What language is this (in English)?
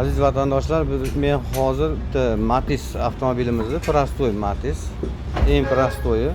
Uzbek